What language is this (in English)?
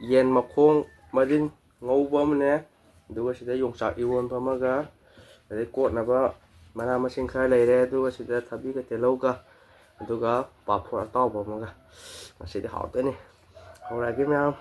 Manipuri